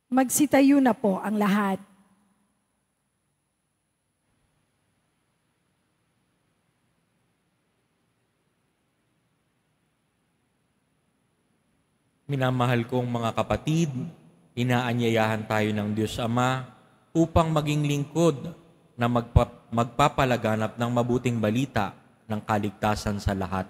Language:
Filipino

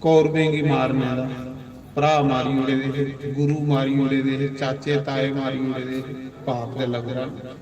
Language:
Dogri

